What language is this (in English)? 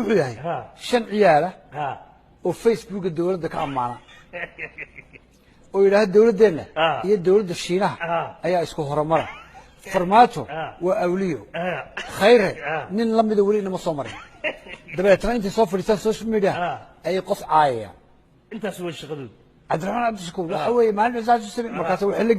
Somali